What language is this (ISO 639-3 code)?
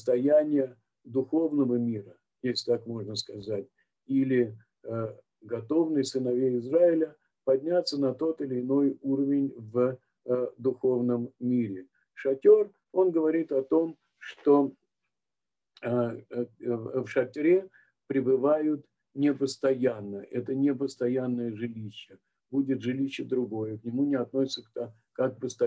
rus